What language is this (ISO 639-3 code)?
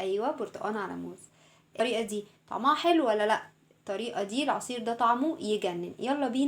arz